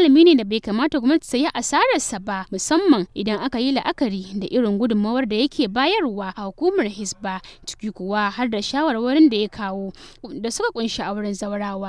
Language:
Hausa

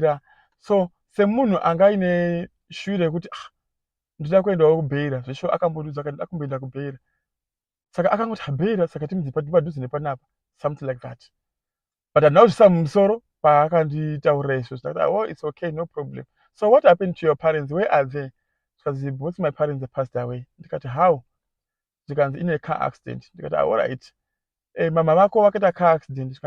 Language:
Shona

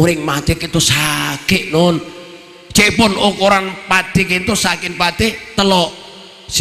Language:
Madurese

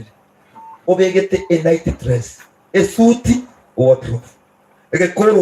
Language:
Gusii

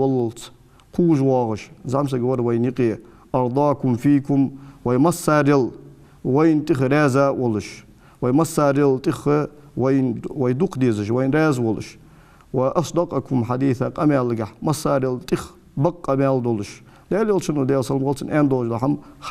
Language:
Ingush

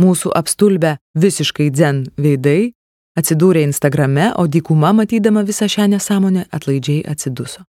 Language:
Lithuanian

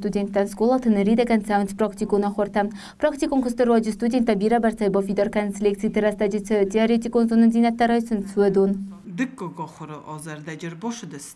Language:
Ossetic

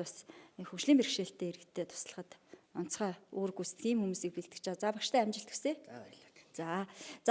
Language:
Mongolian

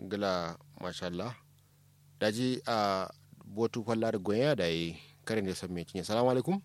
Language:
Kanuri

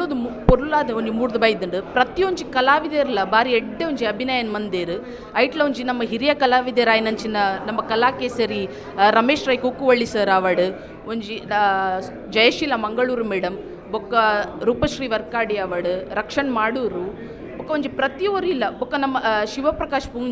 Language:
Tulu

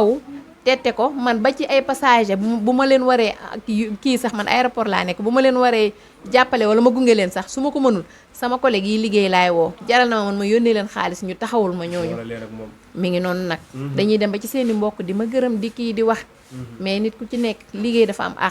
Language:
Wolof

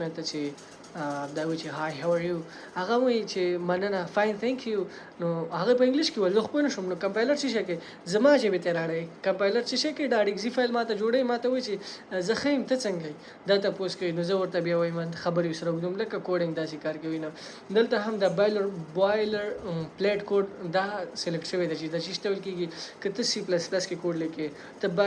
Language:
Pashto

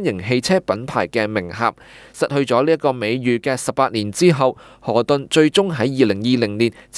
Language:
Cantonese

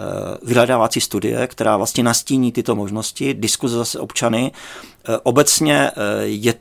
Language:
Czech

